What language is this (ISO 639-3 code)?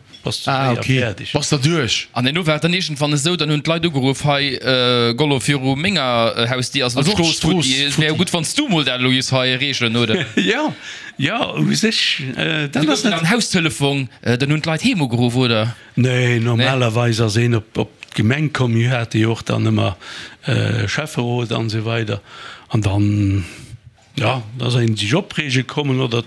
ltz